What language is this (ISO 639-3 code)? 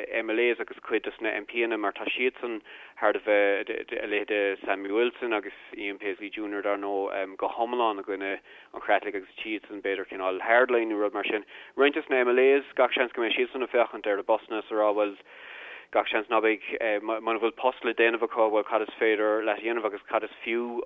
gle